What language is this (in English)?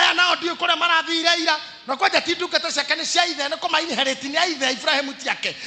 Kikuyu